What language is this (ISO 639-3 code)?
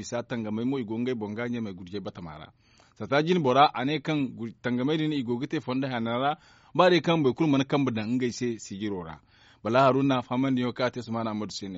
dje